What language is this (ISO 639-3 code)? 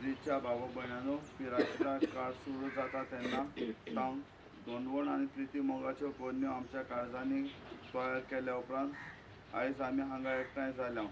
kok